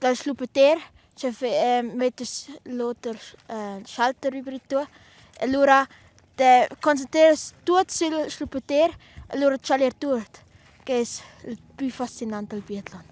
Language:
Romansh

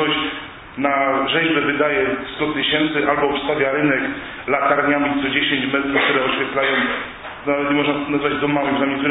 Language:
Polish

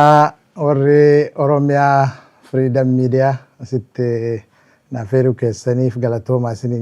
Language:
Oromo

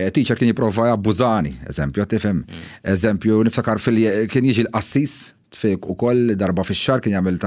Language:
Maltese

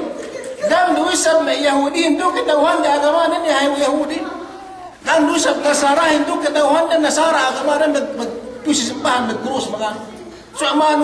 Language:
Yakan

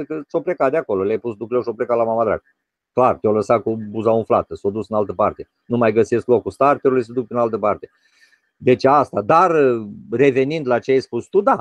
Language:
Romanian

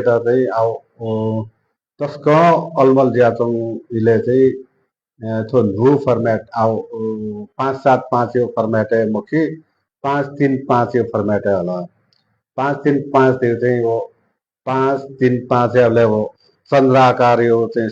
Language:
Newari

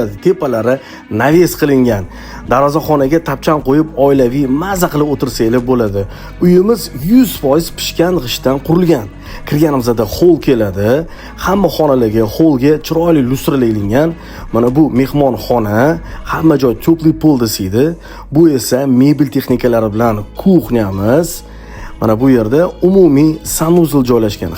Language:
Uzbek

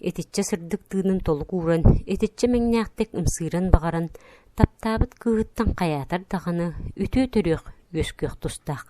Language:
Yakut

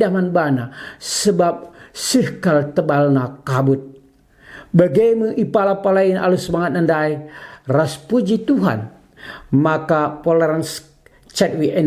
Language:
Batak Karo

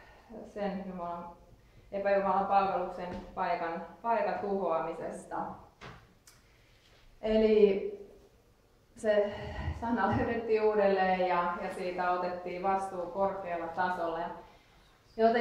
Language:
Finnish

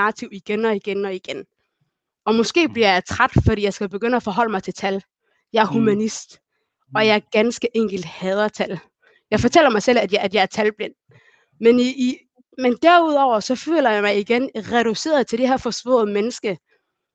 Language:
Danish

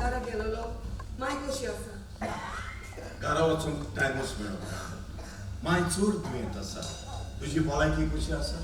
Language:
Konkani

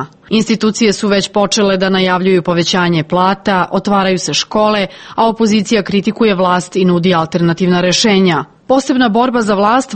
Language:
Serbian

